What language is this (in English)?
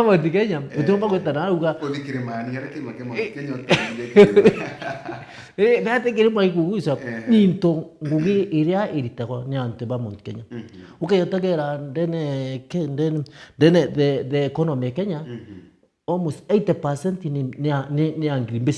Meru